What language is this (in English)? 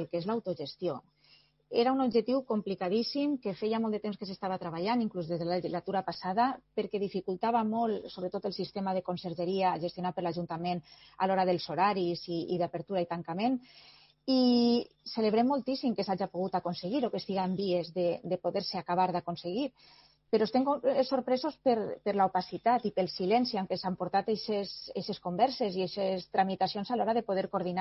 Catalan